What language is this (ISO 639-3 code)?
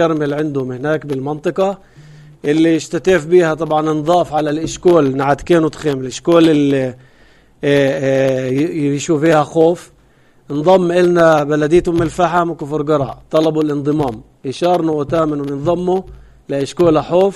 apc